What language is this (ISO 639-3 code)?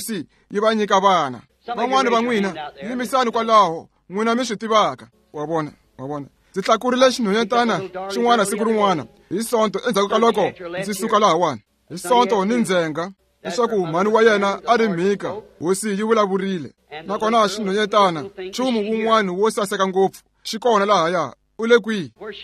tso